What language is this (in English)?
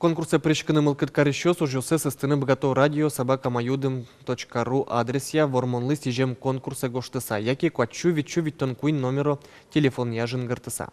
Udmurt